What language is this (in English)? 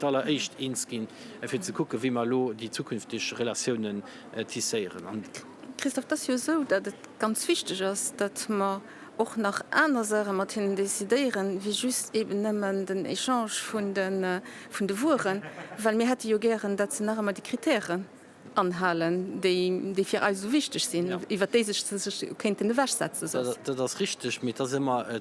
Luxembourgish